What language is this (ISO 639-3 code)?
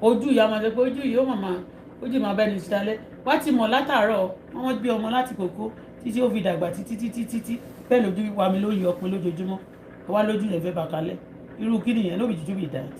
yor